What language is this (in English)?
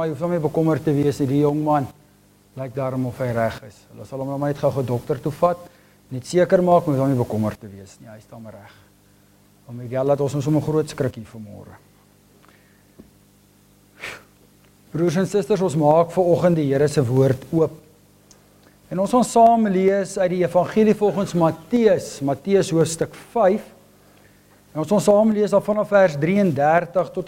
Afrikaans